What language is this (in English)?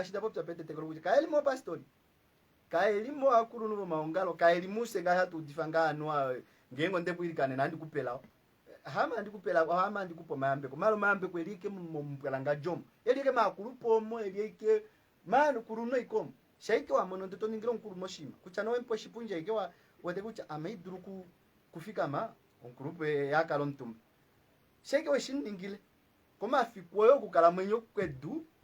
Kuanyama